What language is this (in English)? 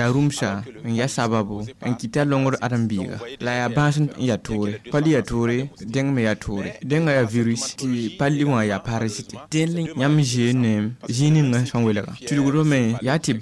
Mossi